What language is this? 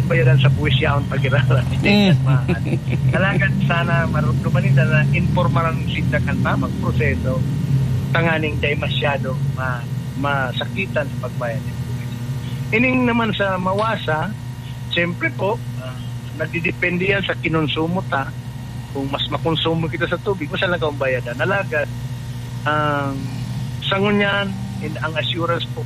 Bikol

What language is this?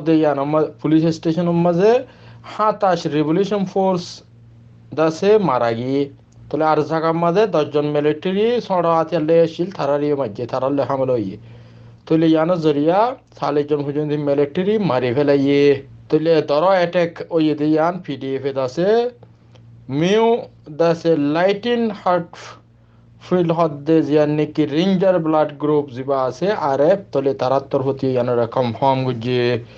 Rohingya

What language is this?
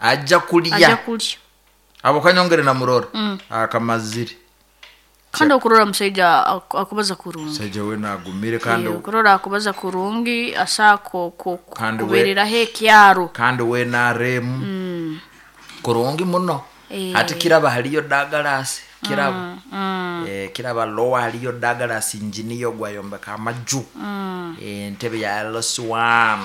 Nyankole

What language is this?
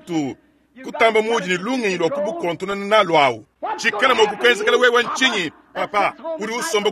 Luba-Lulua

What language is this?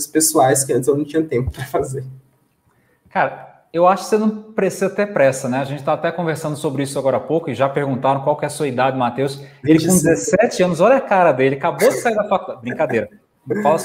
Portuguese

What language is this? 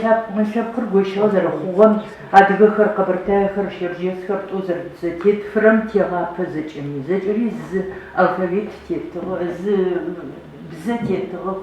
Adyghe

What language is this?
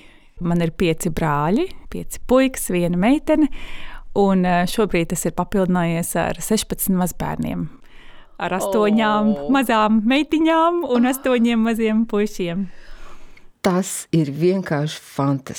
Latvian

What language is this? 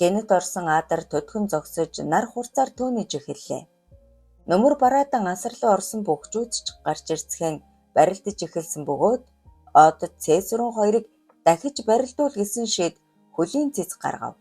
Mongolian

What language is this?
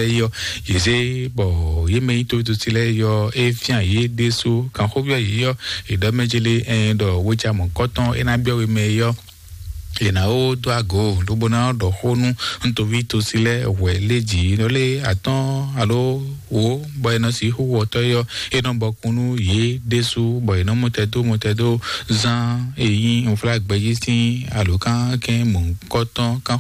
Fon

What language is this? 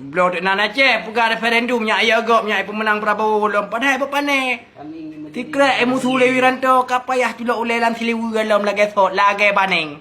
Achinese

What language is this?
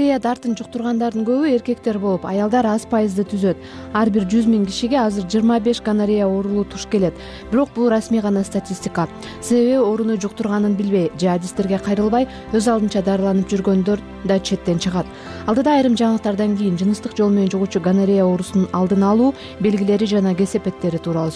Kyrgyz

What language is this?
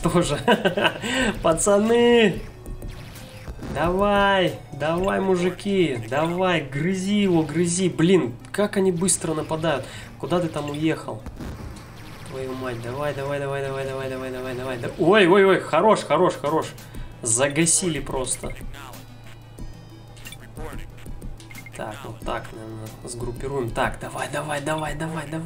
Russian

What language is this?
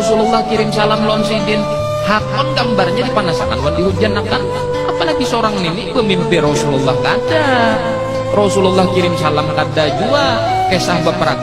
Banjar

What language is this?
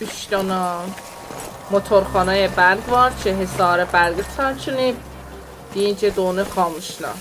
South Azerbaijani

